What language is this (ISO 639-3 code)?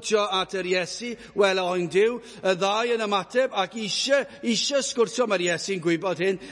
cym